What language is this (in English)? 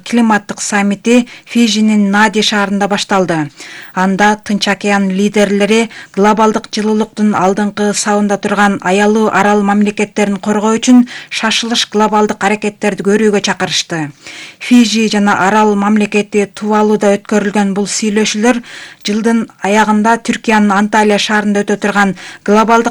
Kyrgyz